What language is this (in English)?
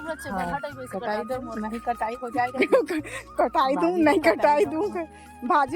Chhattisgarhi